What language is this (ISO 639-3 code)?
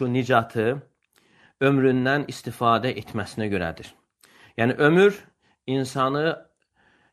aze